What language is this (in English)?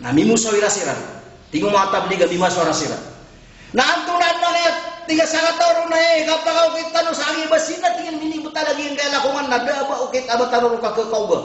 Maranao